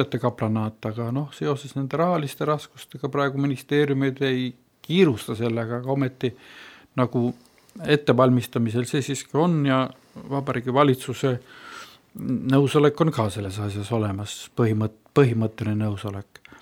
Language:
Estonian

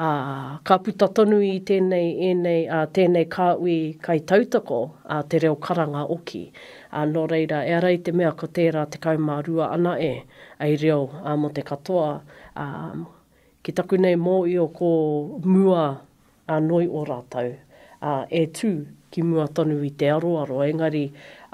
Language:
Māori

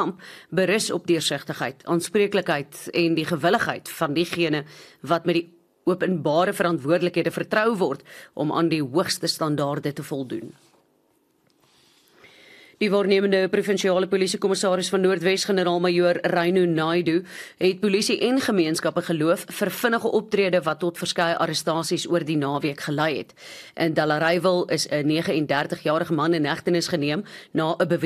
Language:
Afrikaans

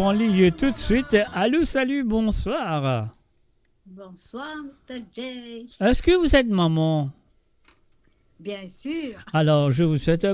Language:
Morisyen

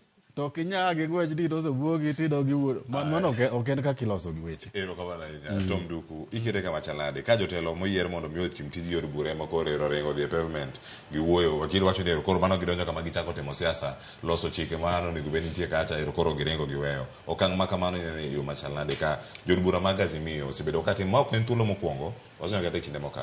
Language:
Luo (Kenya and Tanzania)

